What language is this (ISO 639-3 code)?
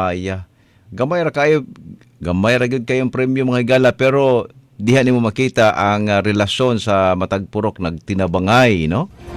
ceb